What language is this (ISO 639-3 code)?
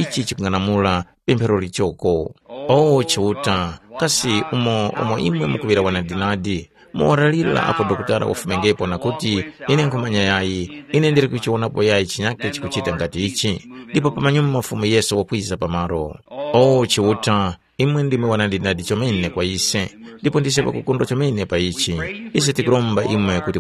tum